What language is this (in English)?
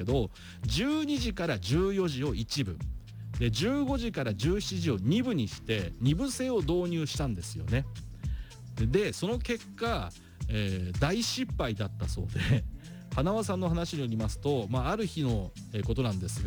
Japanese